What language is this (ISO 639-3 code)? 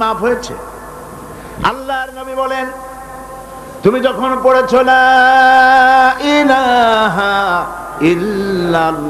ben